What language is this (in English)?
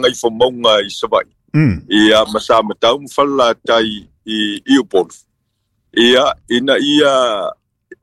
Samoan